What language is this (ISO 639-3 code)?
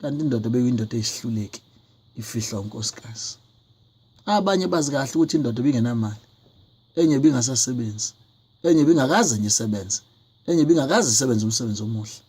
zul